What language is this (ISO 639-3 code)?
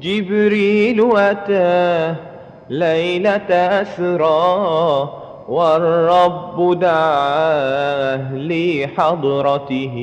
mad